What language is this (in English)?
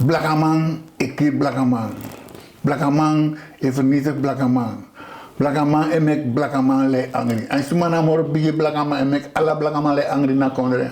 Sranan Tongo